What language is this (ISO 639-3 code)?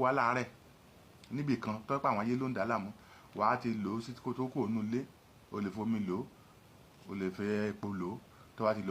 yor